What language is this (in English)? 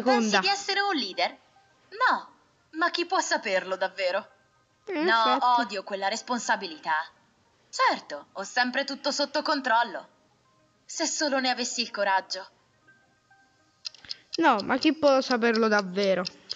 Italian